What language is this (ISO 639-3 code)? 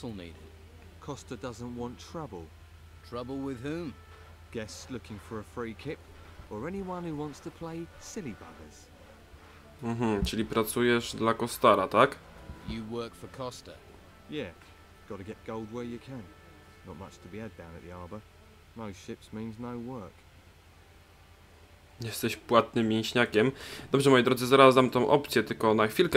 pol